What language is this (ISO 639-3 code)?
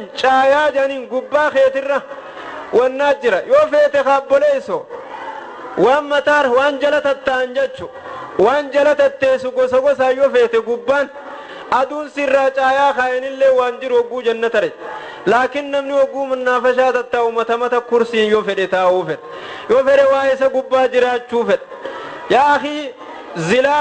orm